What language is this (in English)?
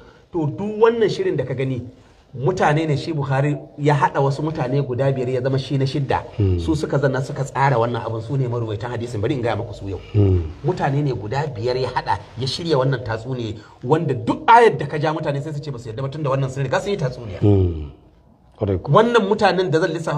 Hausa